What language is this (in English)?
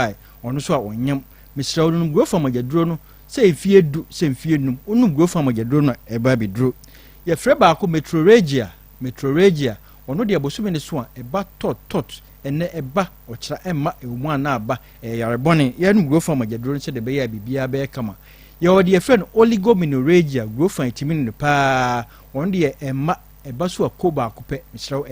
Akan